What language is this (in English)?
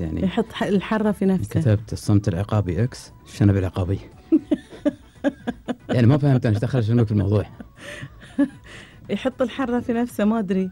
Gulf Arabic